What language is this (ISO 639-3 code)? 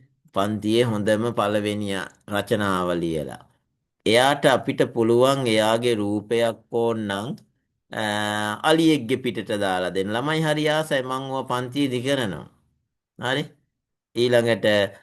sin